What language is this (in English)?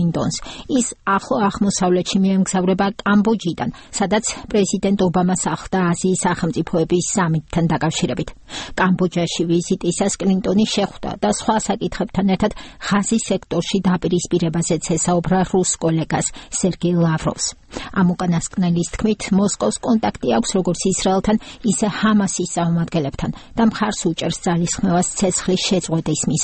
Georgian